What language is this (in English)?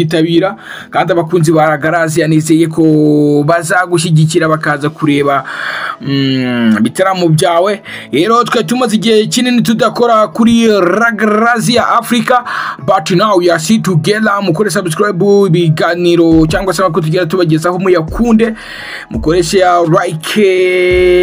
Kinyarwanda